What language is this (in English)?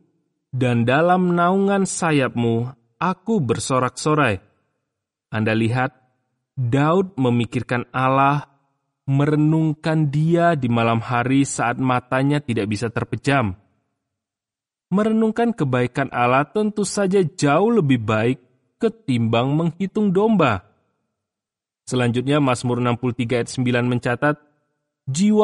Indonesian